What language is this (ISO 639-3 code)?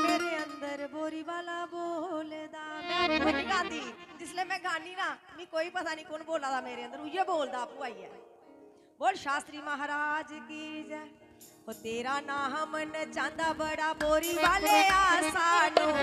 doi